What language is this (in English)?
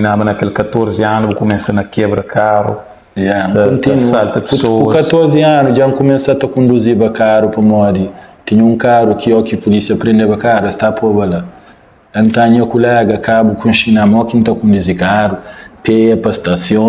Kabuverdianu